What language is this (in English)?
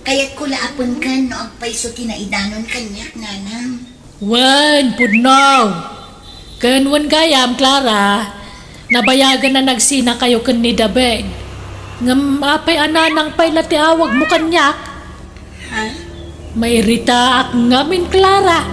Iloko